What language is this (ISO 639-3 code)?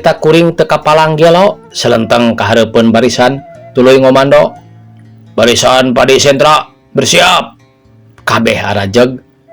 sun